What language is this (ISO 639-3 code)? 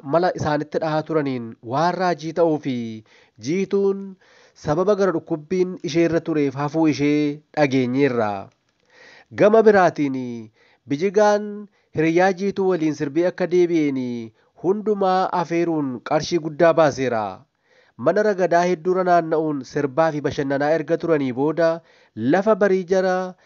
orm